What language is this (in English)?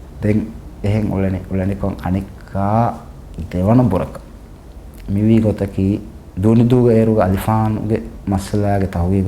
Divehi